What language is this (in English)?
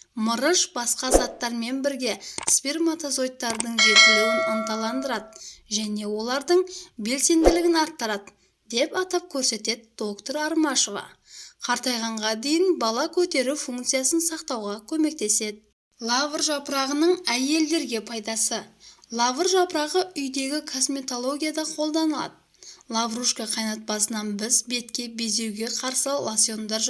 Kazakh